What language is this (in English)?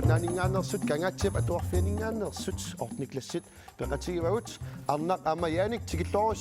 Kalaallisut